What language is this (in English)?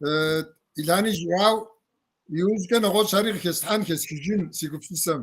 Kabardian